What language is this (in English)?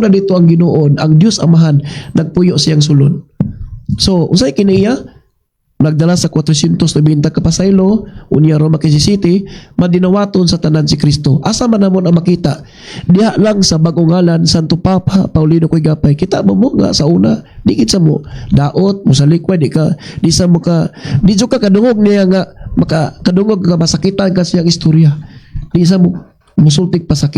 Cebuano